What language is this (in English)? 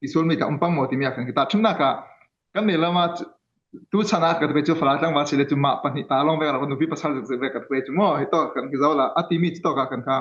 Falam Chin